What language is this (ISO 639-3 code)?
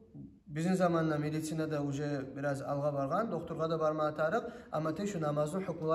kum